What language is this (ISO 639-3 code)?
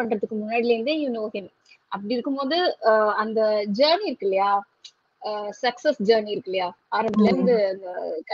tam